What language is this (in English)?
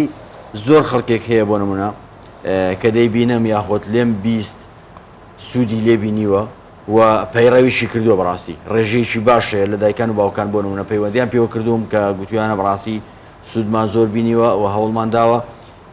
Central Kurdish